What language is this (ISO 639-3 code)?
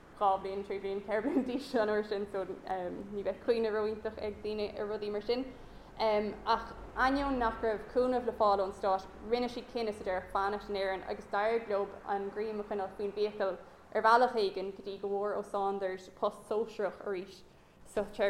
gle